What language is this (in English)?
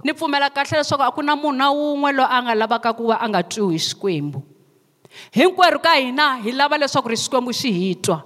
Tsonga